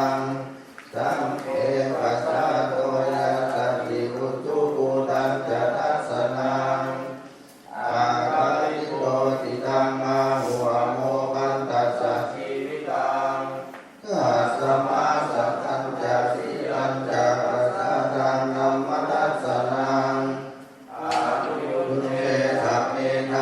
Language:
Pali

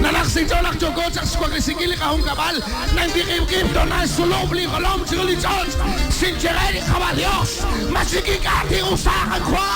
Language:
Kekchí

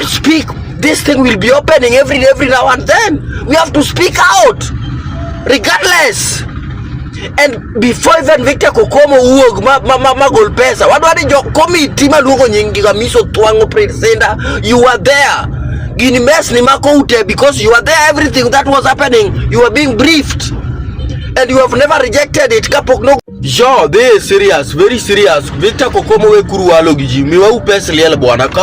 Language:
Luo (Kenya and Tanzania)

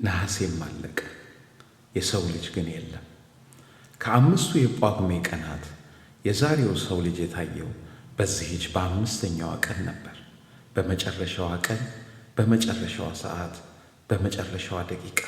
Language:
Amharic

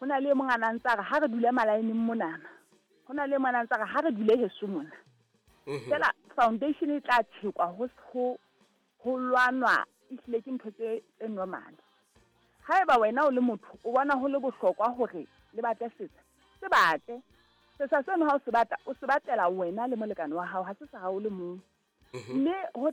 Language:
Southern Sotho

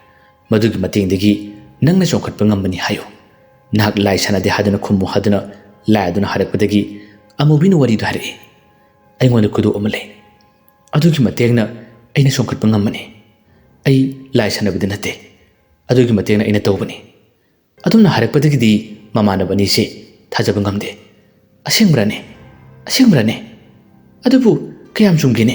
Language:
Manipuri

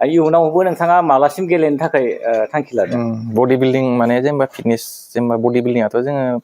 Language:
Bodo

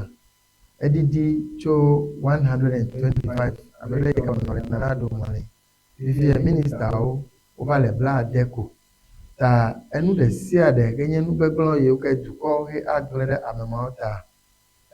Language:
Ewe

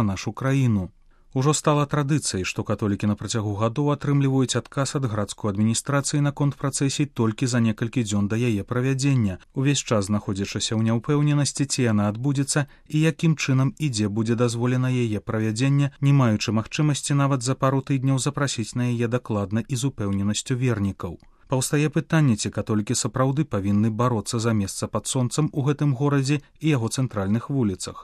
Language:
Belarusian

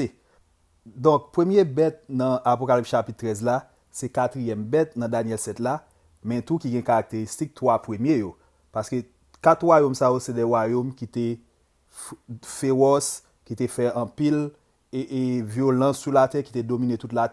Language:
Haitian Creole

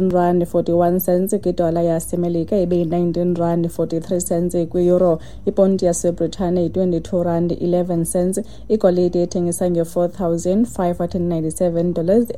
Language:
Xhosa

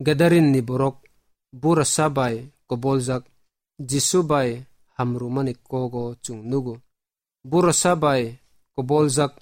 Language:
Kok Borok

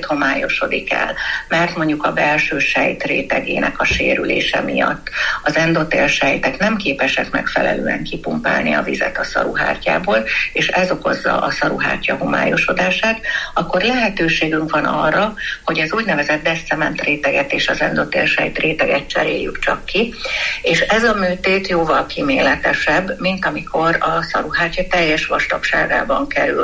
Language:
Hungarian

